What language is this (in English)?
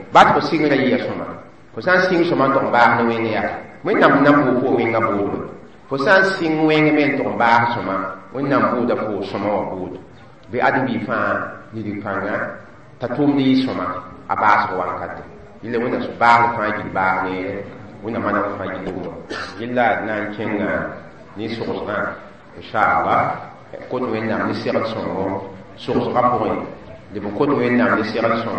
Mossi